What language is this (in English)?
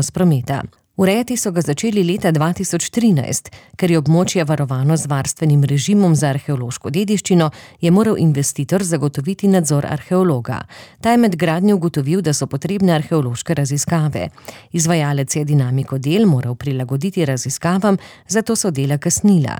Slovenian